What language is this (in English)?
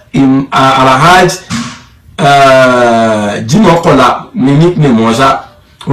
Yoruba